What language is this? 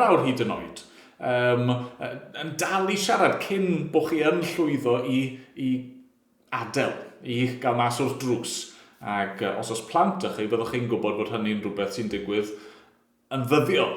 Welsh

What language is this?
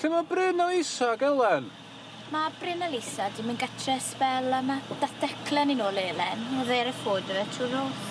Welsh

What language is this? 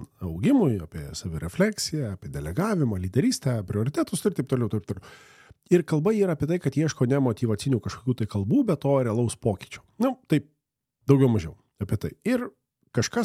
Lithuanian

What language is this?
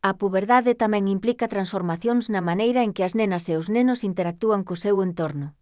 Galician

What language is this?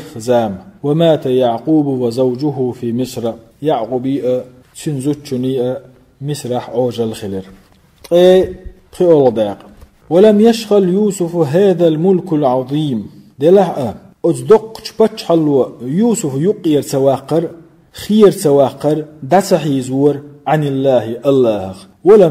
Chechen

